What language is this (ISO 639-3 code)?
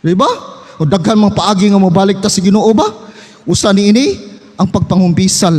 ceb